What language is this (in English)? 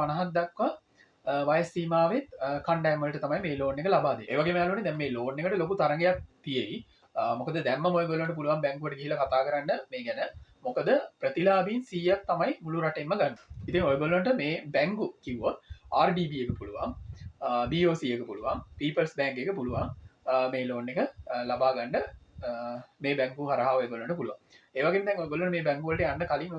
Sinhala